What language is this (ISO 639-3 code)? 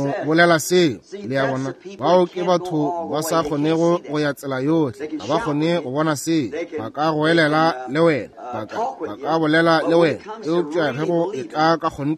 nso